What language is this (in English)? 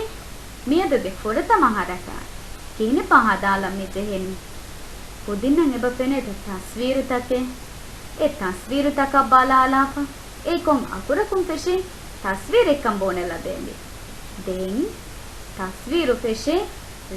Divehi